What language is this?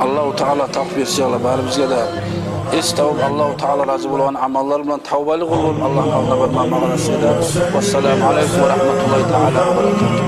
Kumyk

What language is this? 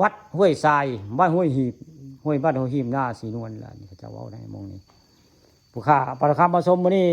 Northeastern Thai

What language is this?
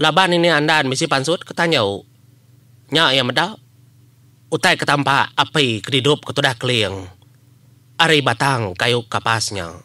Iban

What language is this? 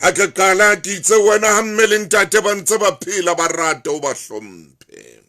Southern Sotho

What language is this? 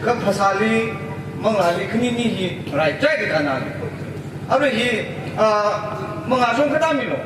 Tangkhul Naga (India)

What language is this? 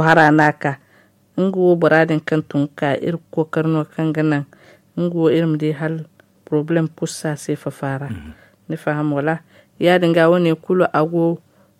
Zarma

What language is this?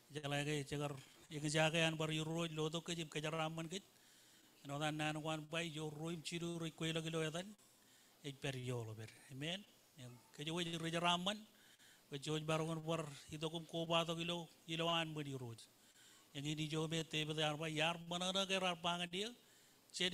Marshallese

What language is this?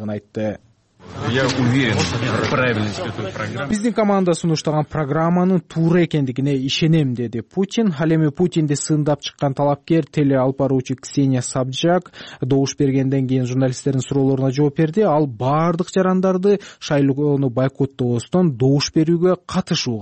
Kyrgyz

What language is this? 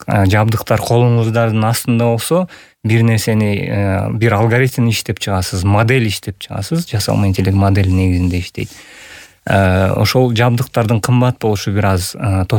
Kyrgyz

